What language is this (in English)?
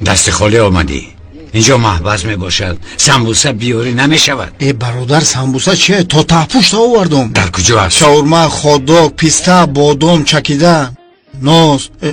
Tajik